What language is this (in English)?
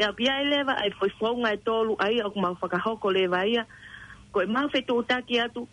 Tongan